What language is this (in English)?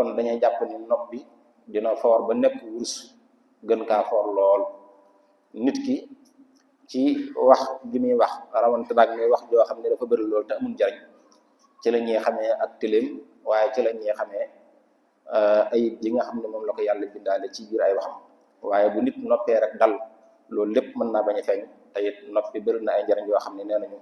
Wolof